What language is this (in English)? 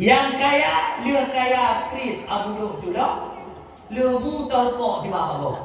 Achinese